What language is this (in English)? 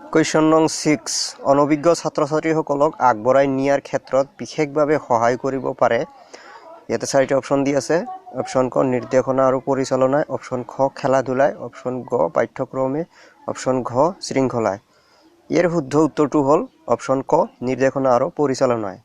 Assamese